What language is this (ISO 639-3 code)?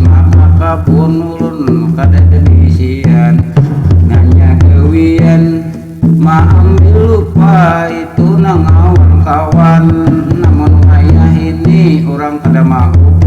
bjn